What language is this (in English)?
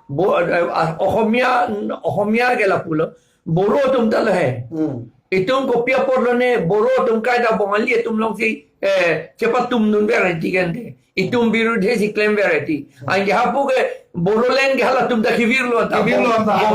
Karbi